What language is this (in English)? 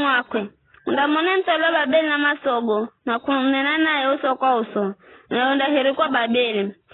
Giryama